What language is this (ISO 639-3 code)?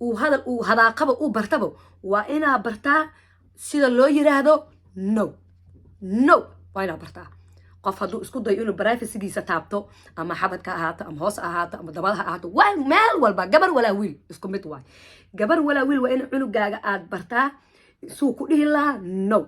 som